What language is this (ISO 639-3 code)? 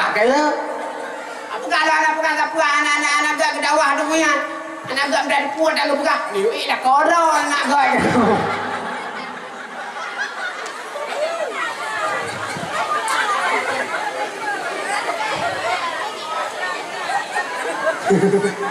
msa